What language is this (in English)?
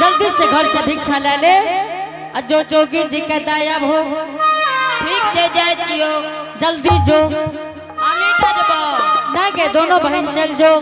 Angika